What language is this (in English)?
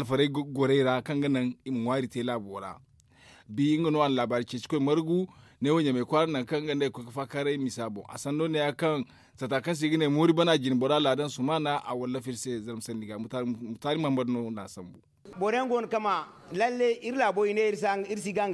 Zarma